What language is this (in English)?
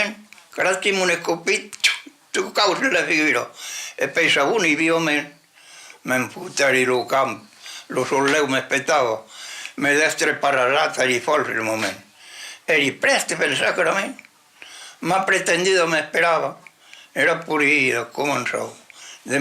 Occitan